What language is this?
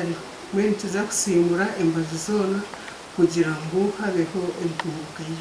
Nyankole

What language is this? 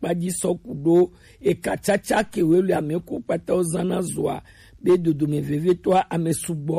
Gen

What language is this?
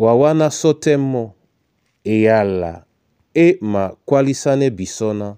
Duala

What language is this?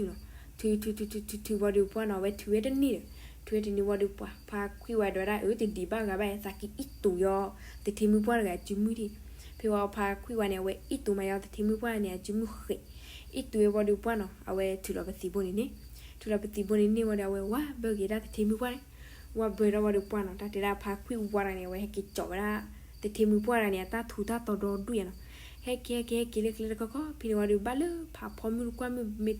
S'gaw Karen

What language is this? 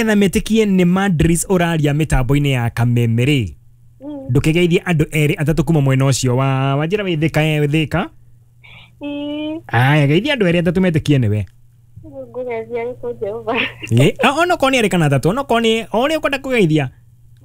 Kikuyu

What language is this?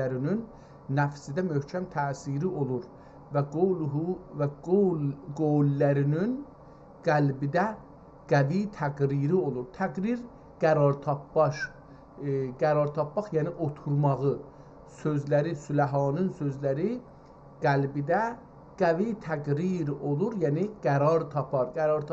South Azerbaijani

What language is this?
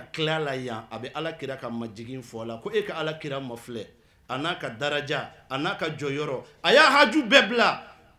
Bambara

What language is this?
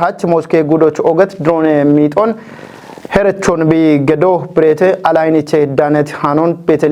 Kafa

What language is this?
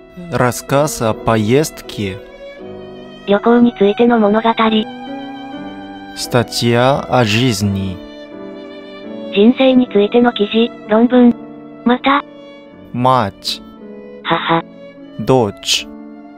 Japanese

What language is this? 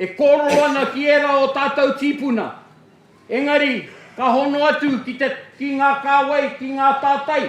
Māori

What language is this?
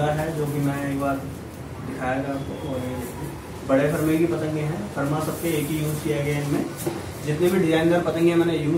Hindi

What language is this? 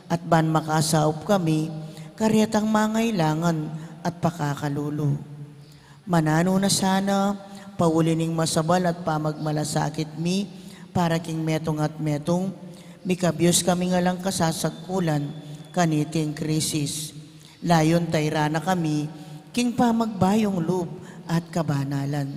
Pampanga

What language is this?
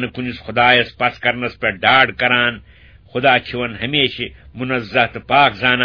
Kashmiri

